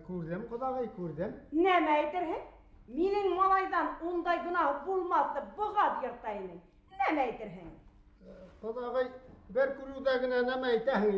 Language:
Bashkir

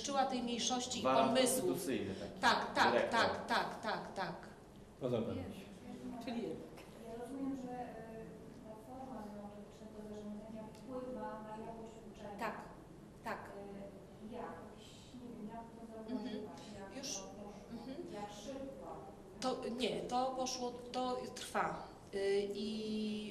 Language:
Polish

